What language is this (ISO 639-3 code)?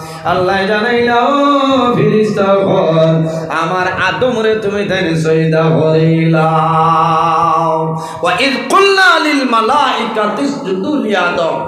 syl